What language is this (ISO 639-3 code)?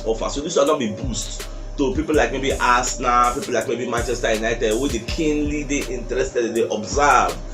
pcm